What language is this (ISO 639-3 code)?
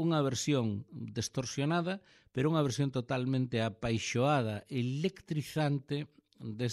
glg